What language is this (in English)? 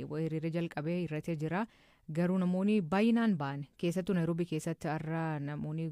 Oromo